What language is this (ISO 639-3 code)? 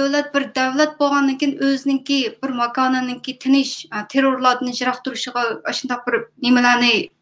uig